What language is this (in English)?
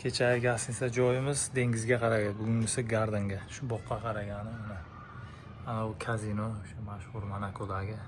Uzbek